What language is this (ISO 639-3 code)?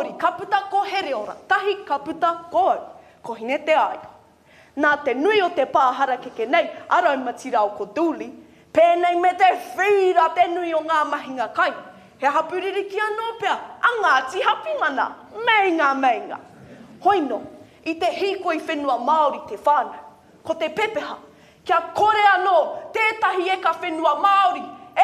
mri